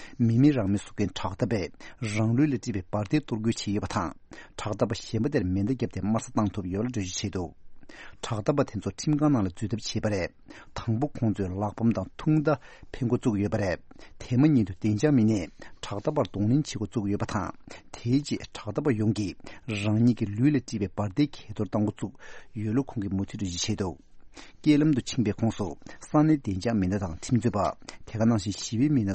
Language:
Tibetan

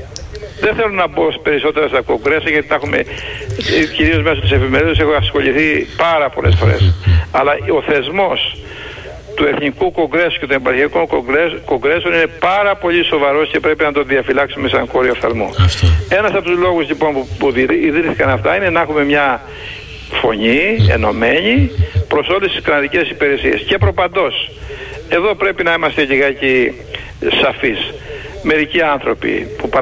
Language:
Greek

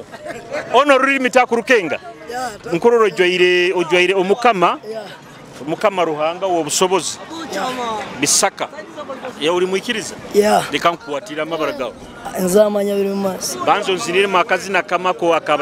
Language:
Nyoro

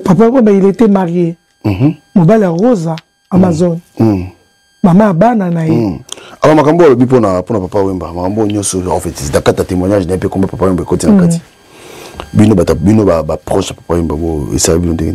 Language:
Lingala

